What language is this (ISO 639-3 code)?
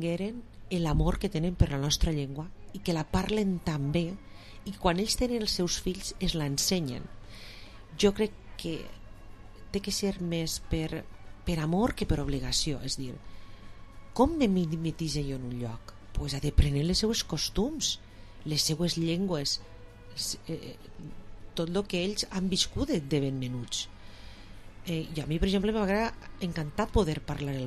cat